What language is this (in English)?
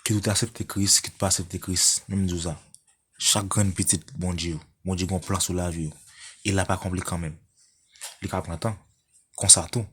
Haitian Creole